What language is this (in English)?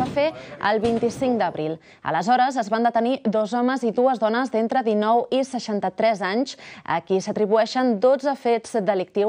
Catalan